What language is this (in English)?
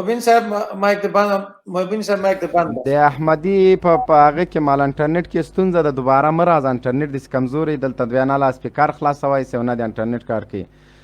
Pashto